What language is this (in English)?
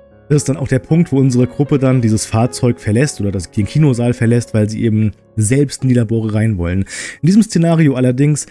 German